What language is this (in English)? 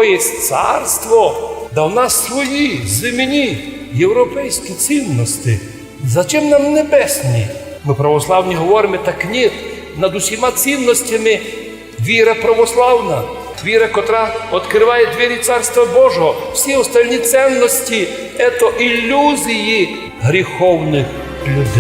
Rusyn